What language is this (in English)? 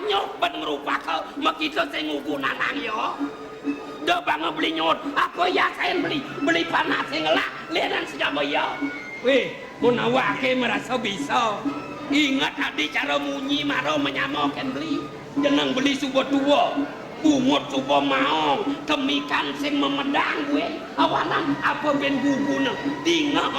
Balinese